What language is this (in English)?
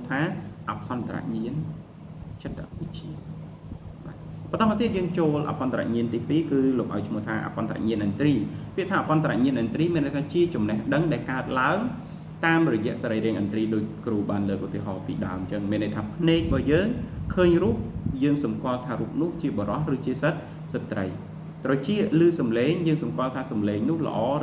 Khmer